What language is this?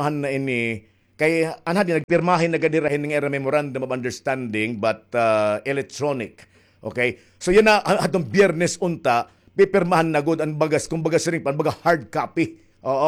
Waray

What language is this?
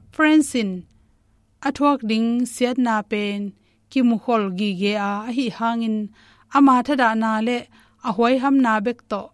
Tedim Chin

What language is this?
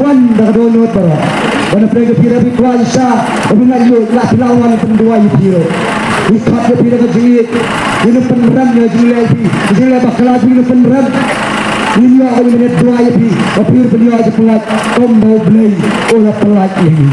Khasi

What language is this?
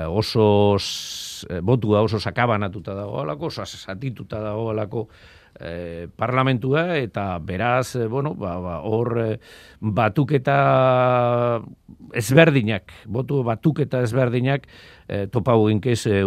Basque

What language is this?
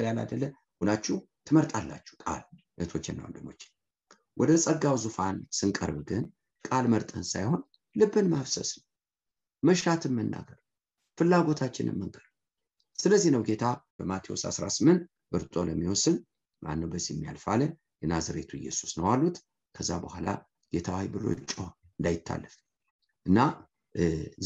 Amharic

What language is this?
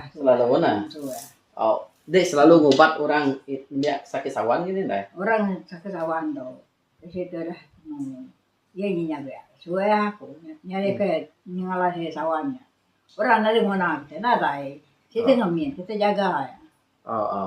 Iban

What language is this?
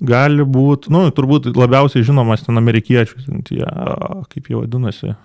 Lithuanian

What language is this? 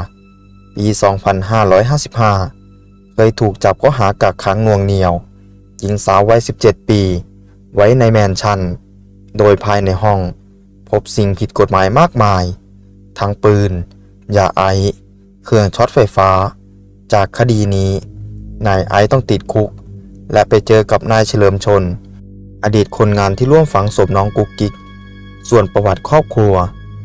Thai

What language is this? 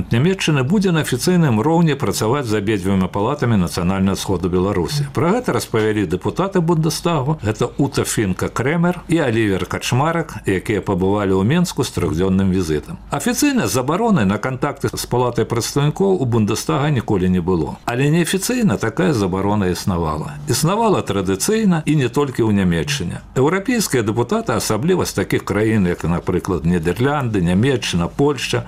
Belarusian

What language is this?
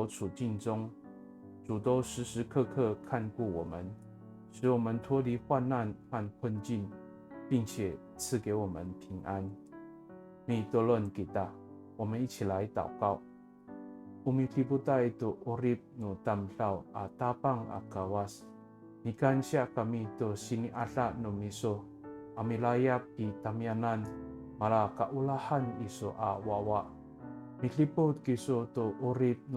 Amis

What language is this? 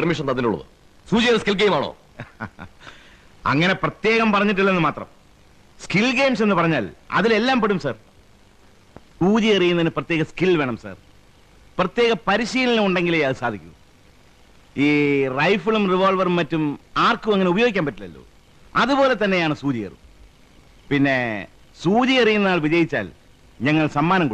Malayalam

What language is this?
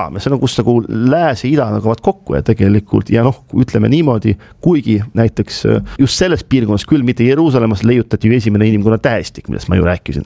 Estonian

